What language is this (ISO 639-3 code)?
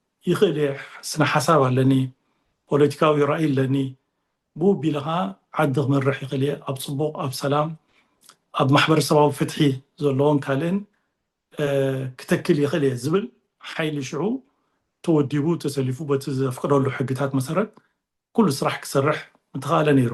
tir